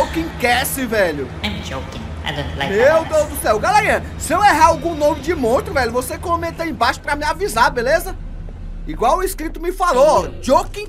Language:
Portuguese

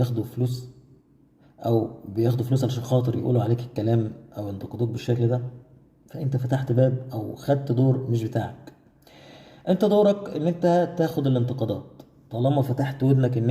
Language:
Egyptian Arabic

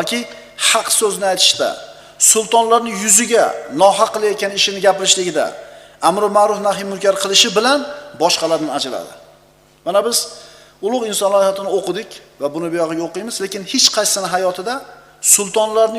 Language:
Uzbek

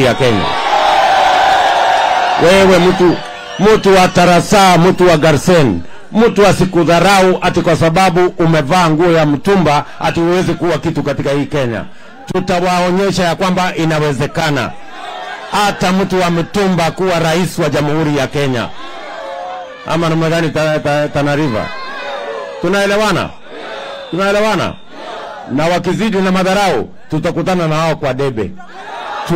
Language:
Swahili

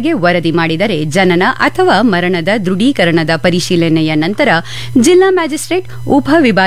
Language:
Kannada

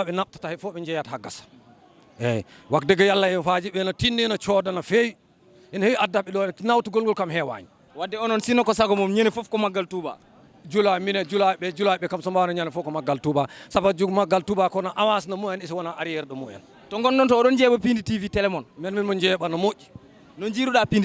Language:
Fula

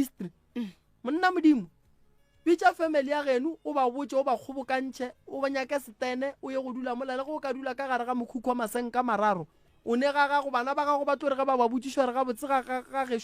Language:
Northern Sotho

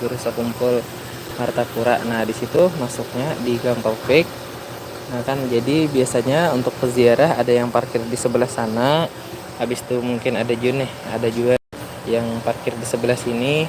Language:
Banjar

